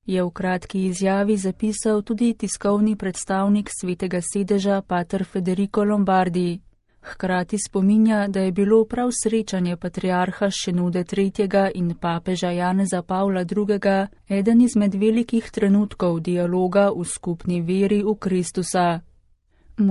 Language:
Slovenian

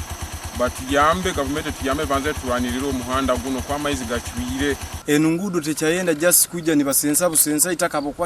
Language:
Nyankole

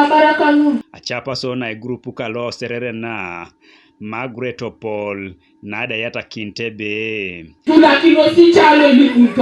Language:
Teso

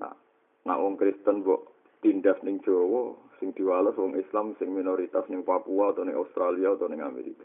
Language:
Javanese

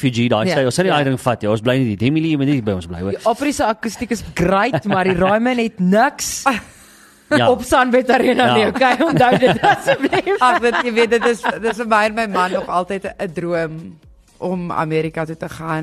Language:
Afrikaans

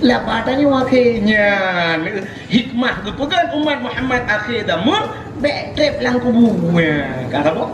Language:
Achinese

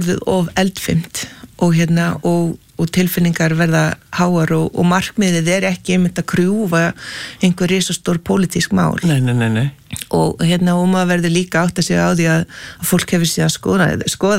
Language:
Icelandic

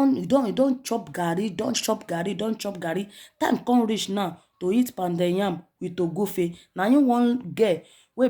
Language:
Nigerian Pidgin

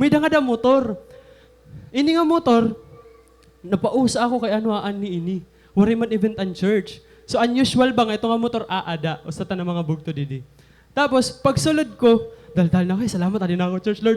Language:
Waray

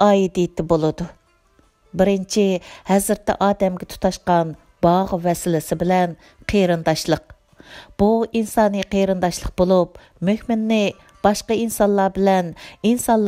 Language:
Uyghur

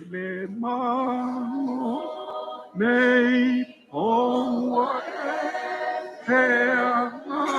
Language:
Samoan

